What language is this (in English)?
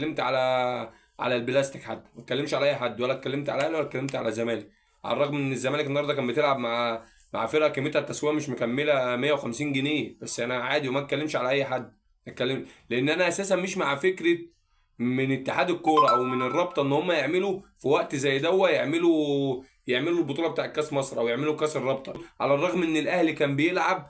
Egyptian Arabic